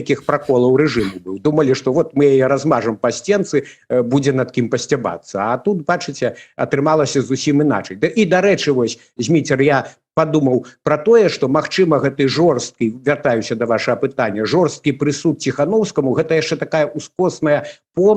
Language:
Belarusian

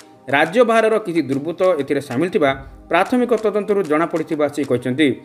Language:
Odia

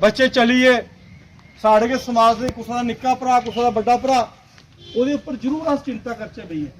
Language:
Dogri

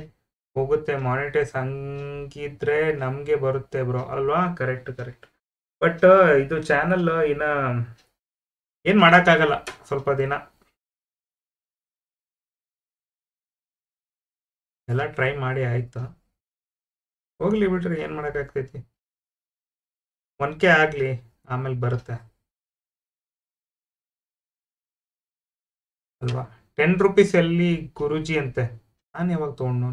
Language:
Kannada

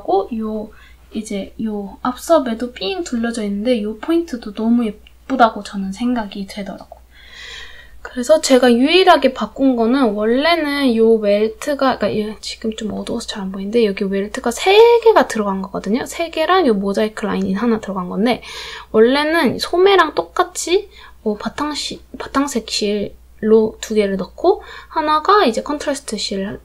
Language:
Korean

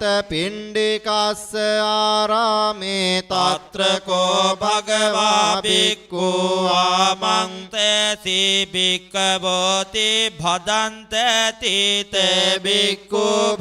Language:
Pali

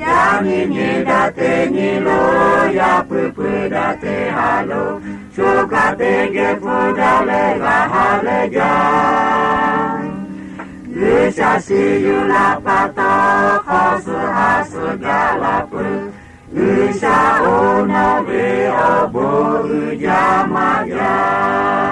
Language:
Lahu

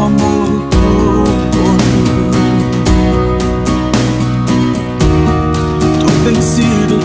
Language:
Portuguese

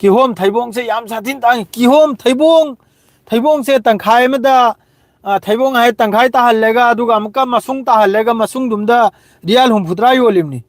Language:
Manipuri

